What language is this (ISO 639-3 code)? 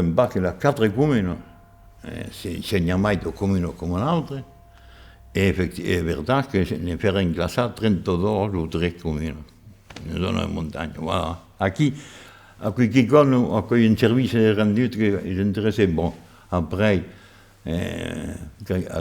oci